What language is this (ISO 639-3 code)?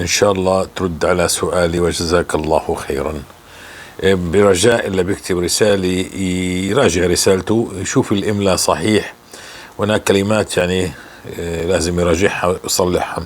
apc